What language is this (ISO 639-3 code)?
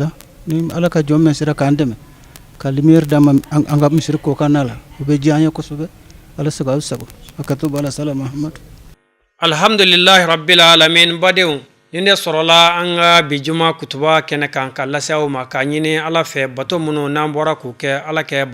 bam